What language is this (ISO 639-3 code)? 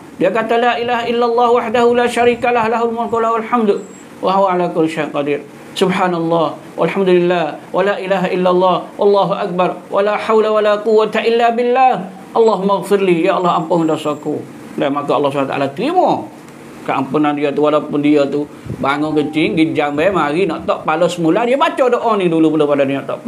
msa